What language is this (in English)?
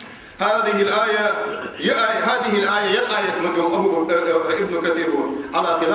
Ingush